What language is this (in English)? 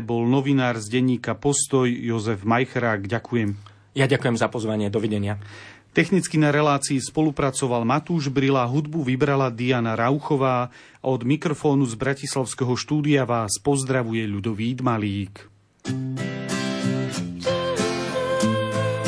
Slovak